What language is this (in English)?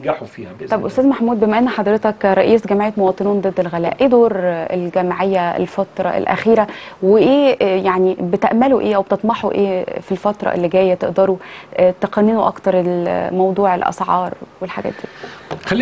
Egyptian Arabic